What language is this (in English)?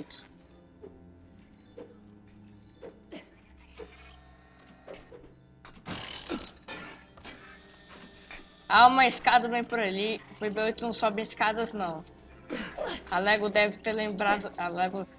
Portuguese